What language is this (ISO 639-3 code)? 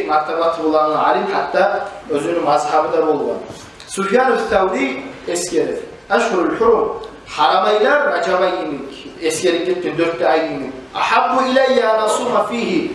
kum